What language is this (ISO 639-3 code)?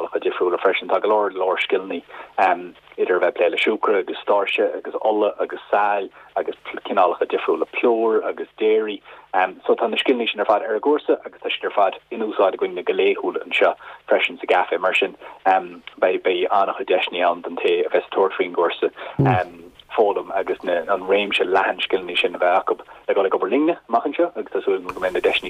gle